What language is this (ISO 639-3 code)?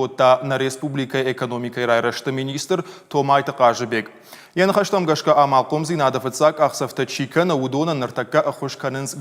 oss